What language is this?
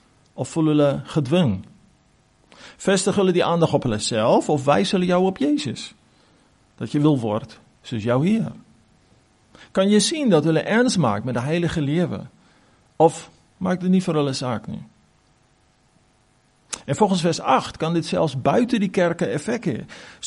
Afrikaans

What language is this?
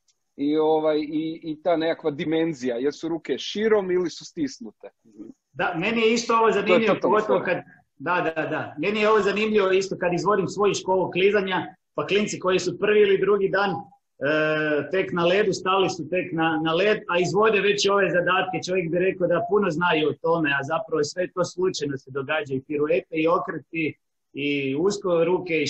Croatian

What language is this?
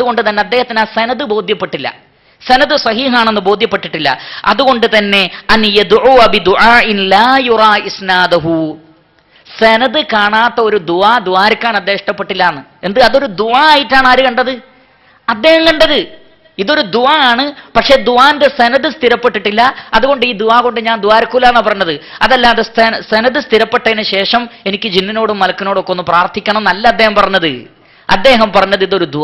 Malayalam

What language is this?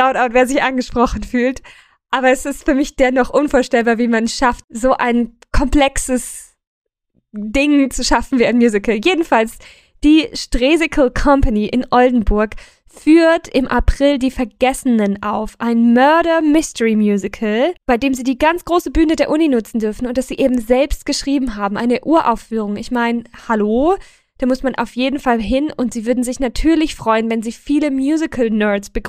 German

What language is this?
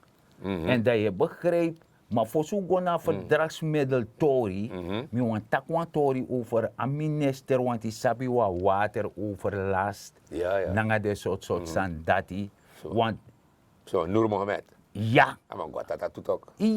Sranan Tongo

